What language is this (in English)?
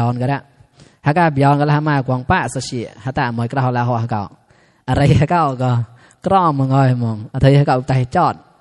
Mon